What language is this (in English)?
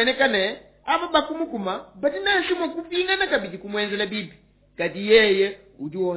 Luba-Lulua